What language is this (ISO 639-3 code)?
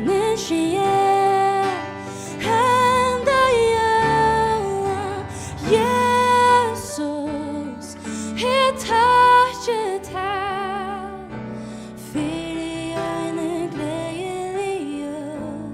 fao